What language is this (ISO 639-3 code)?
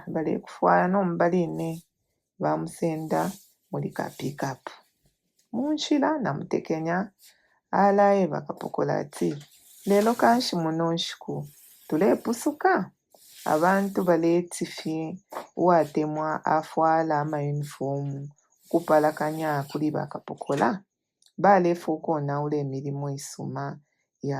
bem